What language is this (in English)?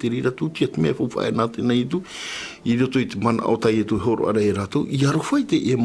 Tahitian